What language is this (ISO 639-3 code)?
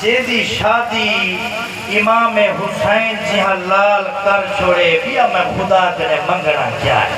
skr